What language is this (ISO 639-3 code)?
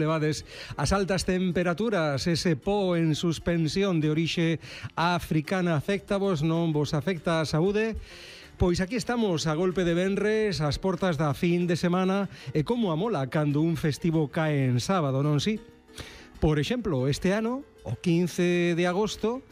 glg